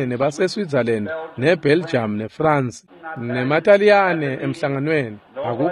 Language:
Swati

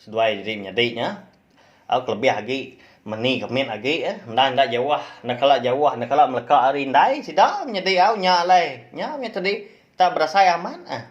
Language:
Iban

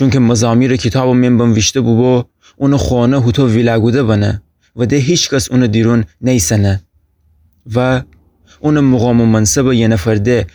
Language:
Gilaki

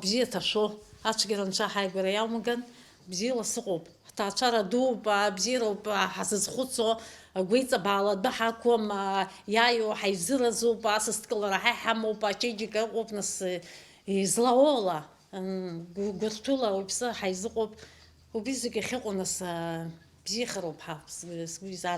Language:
Abkhazian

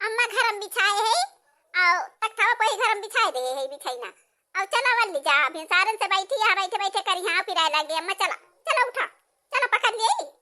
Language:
Awadhi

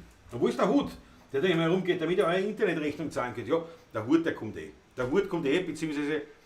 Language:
Bavarian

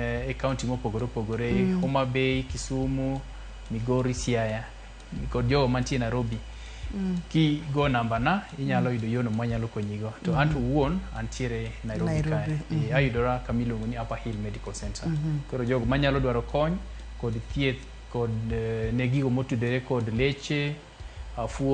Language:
Luo (Kenya and Tanzania)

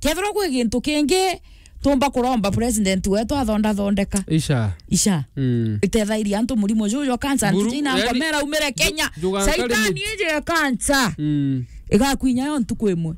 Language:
Meru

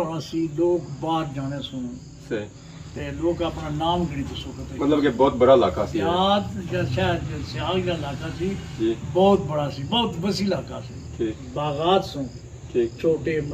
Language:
Pahari-Potwari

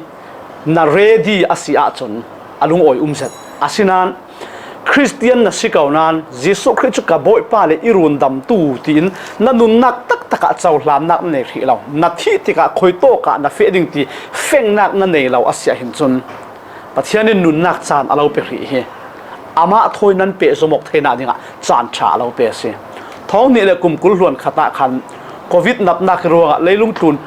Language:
Falam Chin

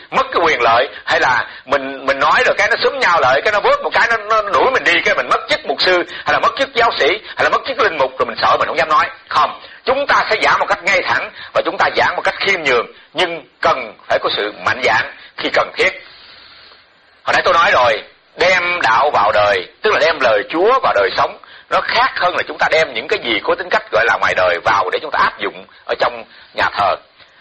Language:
Vietnamese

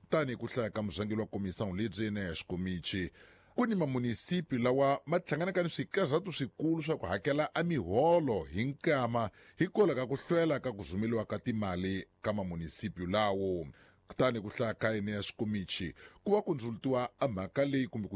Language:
Tsonga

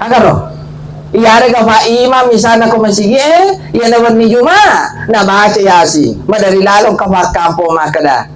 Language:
Buginese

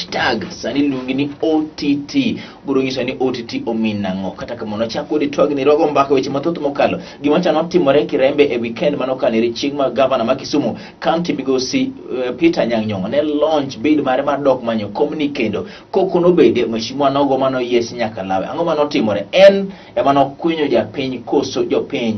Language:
Luo (Kenya and Tanzania)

